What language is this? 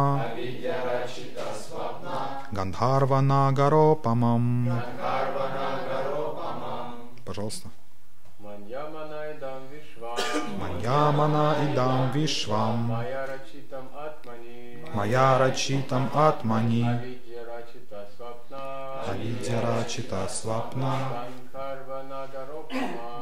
Russian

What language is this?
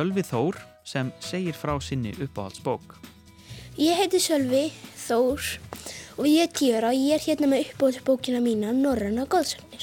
Icelandic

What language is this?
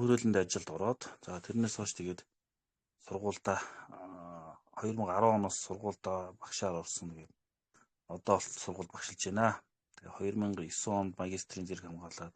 Mongolian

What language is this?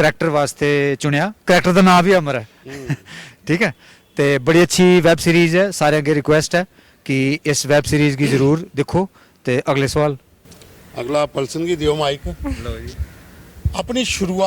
Dogri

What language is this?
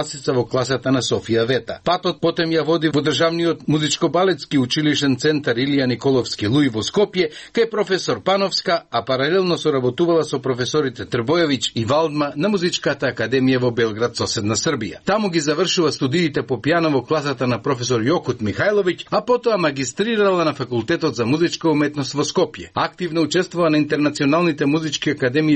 Macedonian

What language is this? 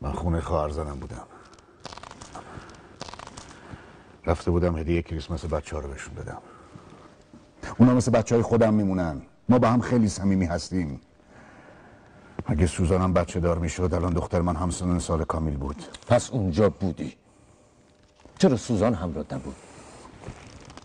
Persian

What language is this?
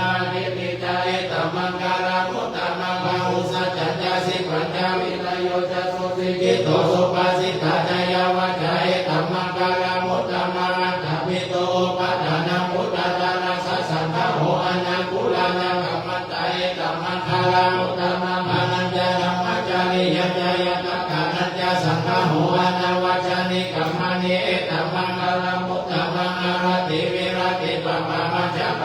Pali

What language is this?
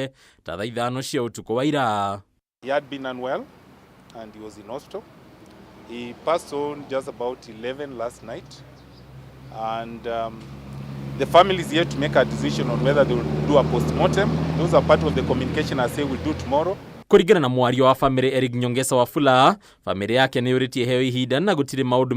Kikuyu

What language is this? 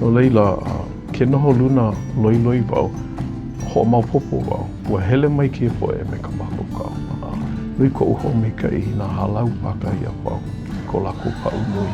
Hawaiian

